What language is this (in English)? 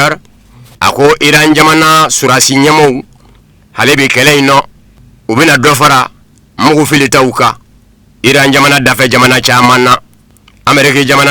Bambara